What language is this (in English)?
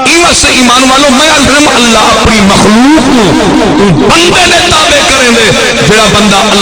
Saraiki